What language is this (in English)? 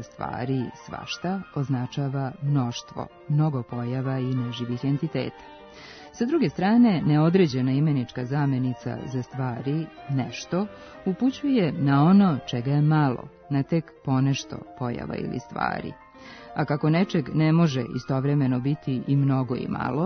Serbian